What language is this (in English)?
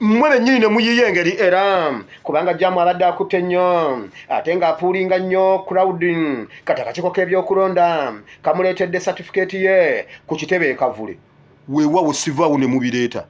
Ganda